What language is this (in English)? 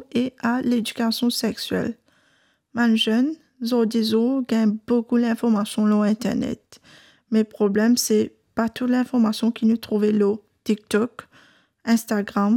Morisyen